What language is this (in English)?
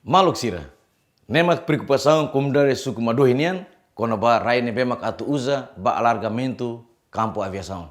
Tetum